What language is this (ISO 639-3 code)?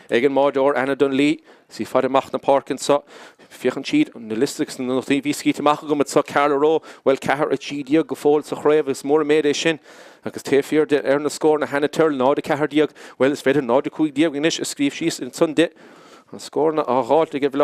gle